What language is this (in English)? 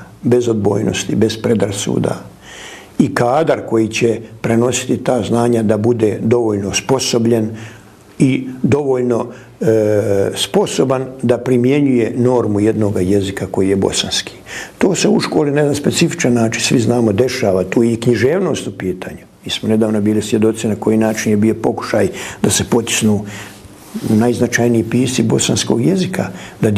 Bosnian